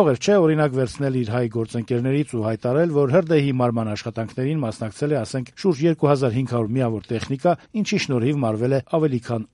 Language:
Armenian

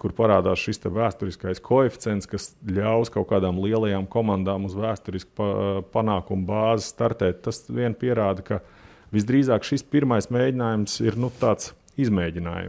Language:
Latvian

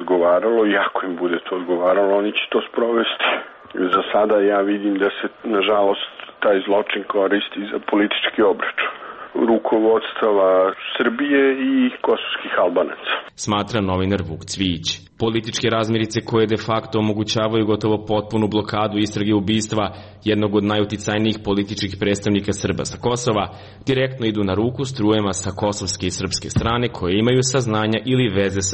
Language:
Serbian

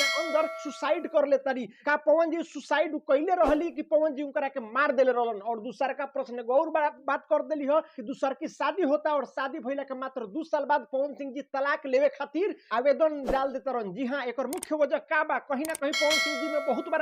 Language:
Bhojpuri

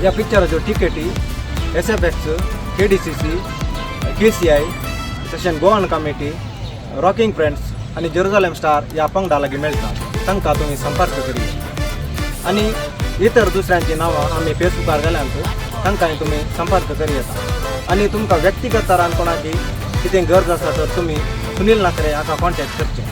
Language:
Konkani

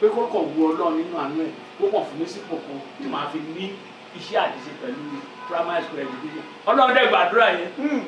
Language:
Yoruba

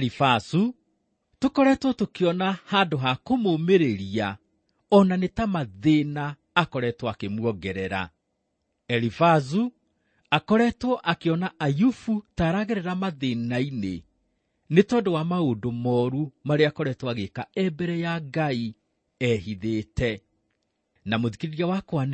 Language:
Kikuyu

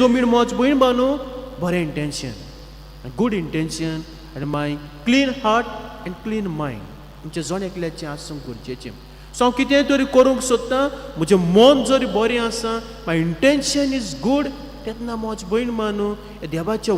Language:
Konkani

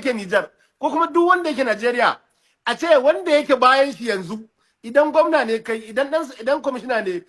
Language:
Hausa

